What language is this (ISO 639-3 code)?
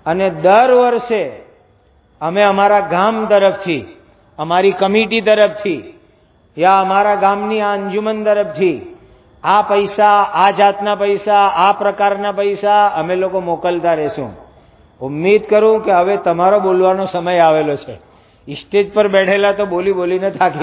guj